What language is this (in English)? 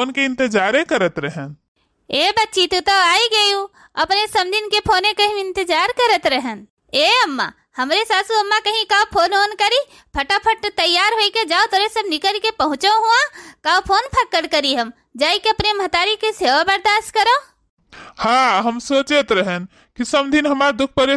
Awadhi